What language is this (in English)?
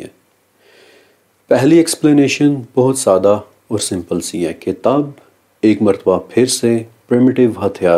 Urdu